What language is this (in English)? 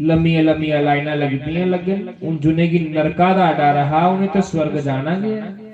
Dogri